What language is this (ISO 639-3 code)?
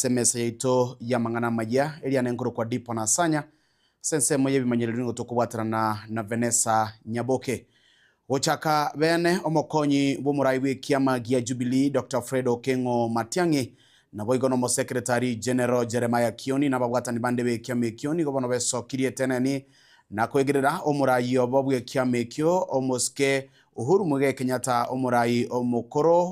guz